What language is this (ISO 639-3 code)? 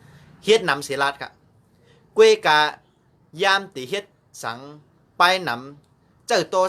shn